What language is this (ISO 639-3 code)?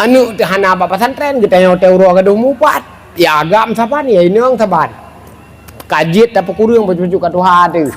ace